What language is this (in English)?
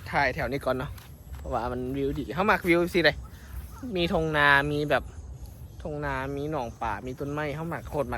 Northeastern Thai